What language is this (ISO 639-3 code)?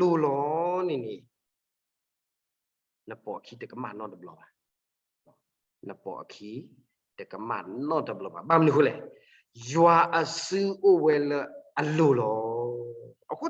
ksw